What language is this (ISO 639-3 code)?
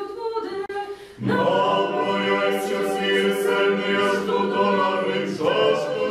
rue